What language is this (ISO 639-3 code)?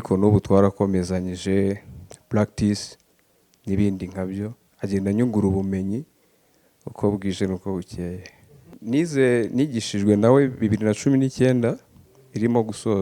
kin